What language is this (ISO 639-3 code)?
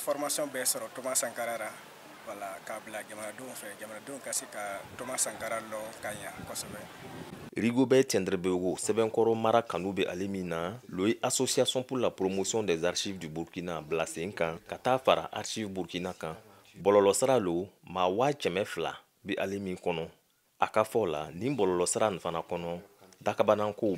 bam